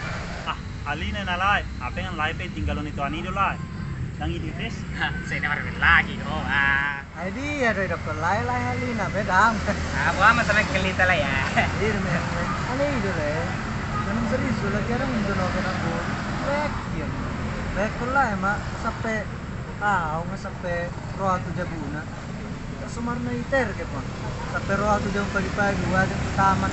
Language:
Batak Toba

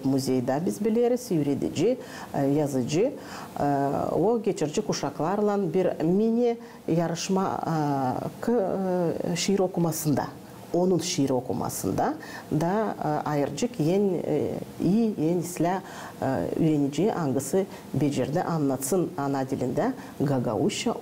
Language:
Gagauz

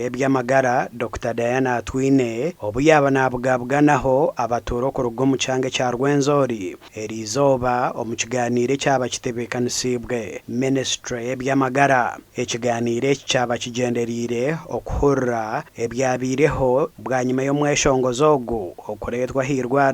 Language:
Nyankole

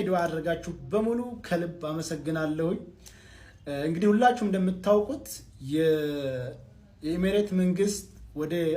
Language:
Amharic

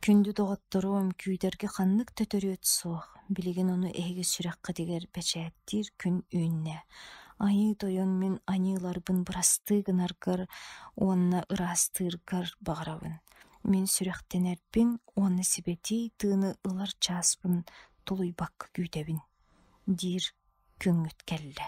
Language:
Yakut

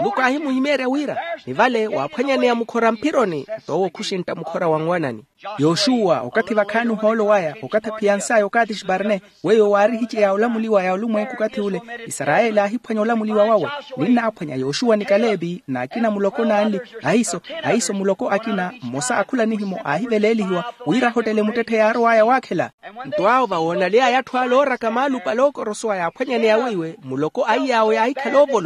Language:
Makhuwa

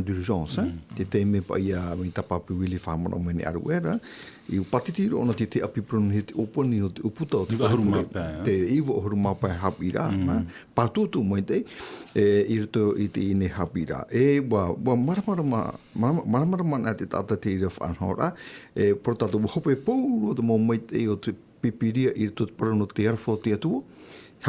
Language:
Tahitian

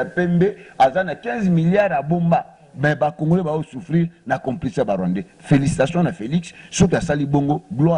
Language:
Lingala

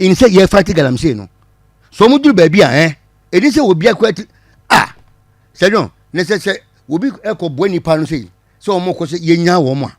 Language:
Akan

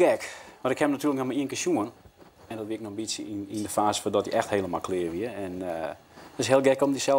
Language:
Western Frisian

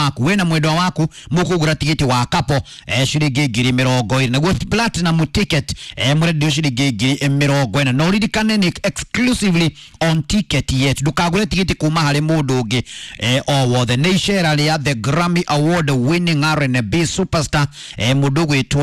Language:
Kikuyu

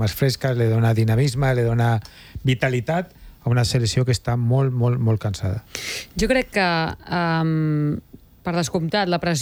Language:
Catalan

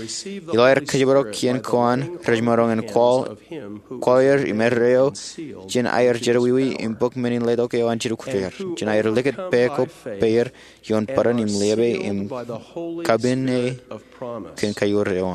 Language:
Marshallese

